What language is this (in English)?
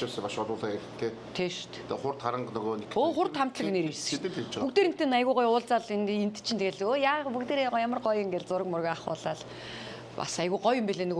Mongolian